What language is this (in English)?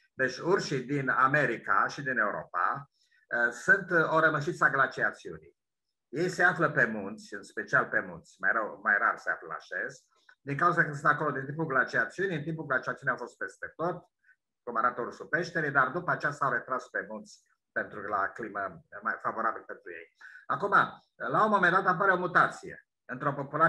Romanian